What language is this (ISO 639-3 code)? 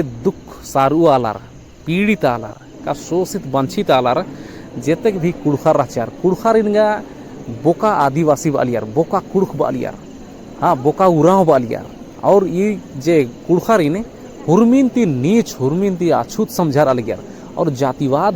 kru